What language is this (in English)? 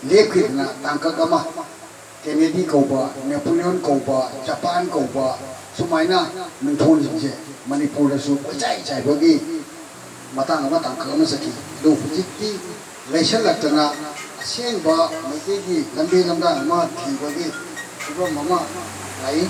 Manipuri